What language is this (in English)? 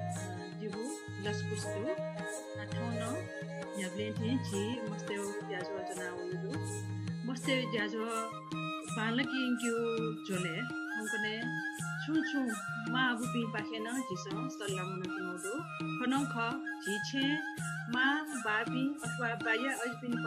Newari